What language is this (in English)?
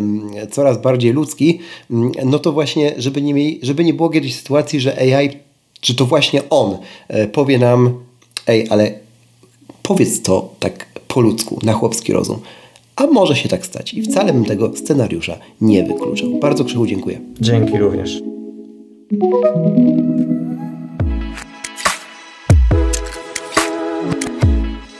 Polish